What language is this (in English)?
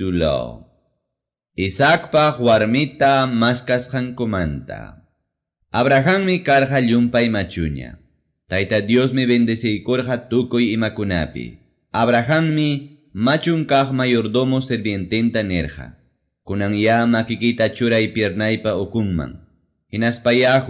Ayacucho Quechua